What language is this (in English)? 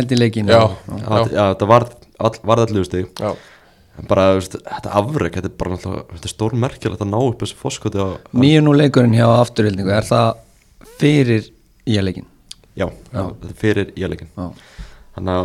Icelandic